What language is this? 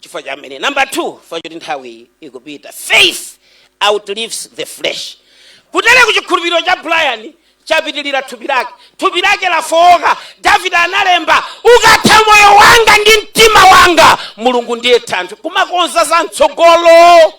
Nyanja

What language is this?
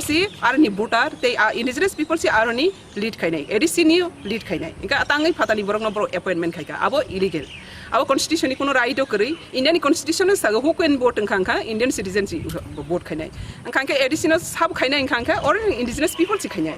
Kok Borok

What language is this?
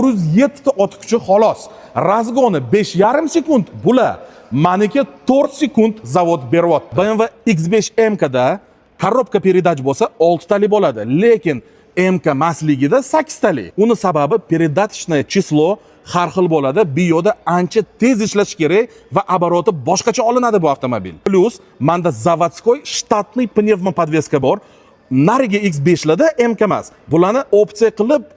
Uzbek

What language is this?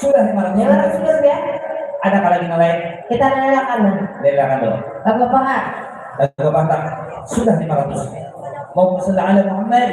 Banjar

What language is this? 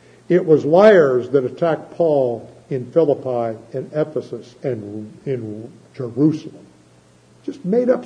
English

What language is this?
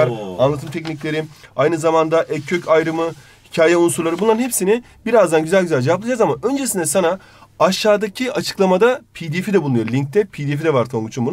Turkish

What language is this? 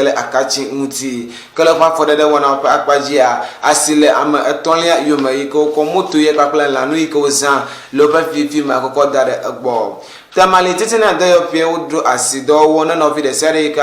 Ewe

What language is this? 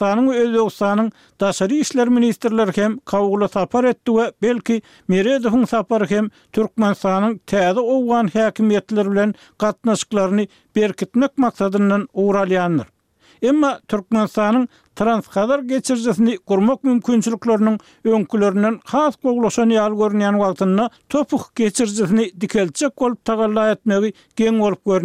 Turkmen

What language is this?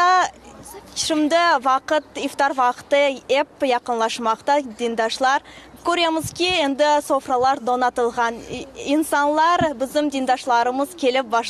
Crimean Tatar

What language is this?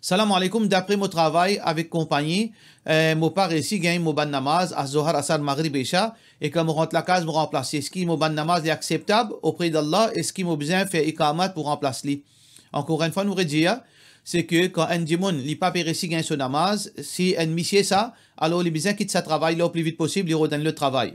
Morisyen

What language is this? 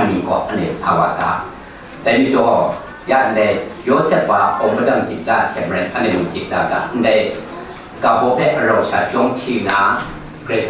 Kachin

